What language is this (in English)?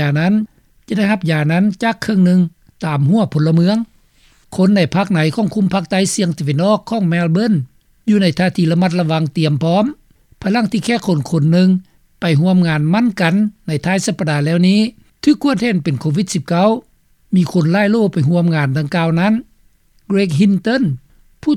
Lao